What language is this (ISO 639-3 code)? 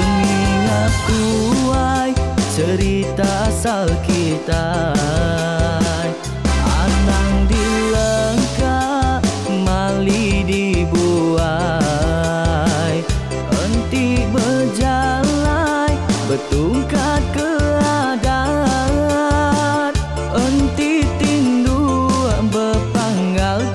iba